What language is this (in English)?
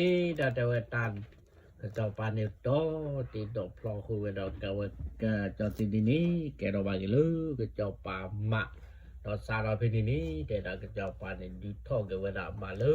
S'gaw Karen